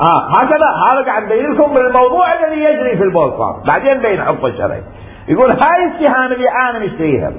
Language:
Mesopotamian Arabic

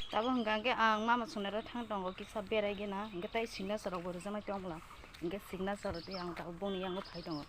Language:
Kok Borok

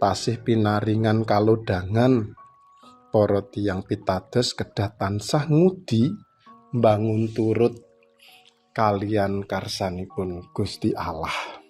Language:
Javanese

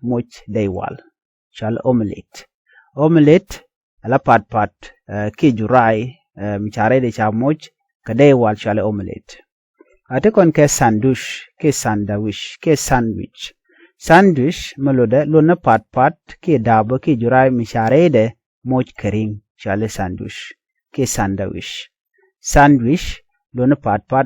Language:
Nuer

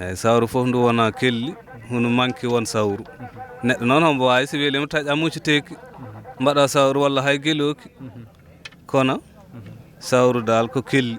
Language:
Fula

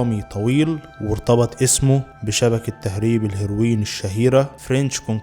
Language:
Egyptian Arabic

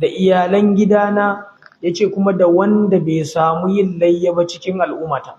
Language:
Hausa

